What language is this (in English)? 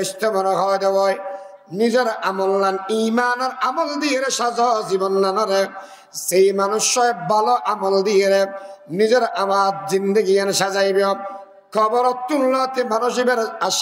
Rohingya